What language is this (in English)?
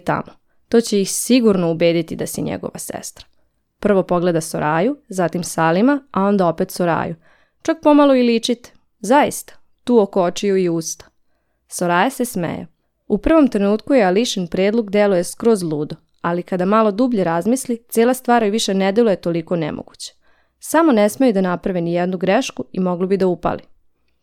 Serbian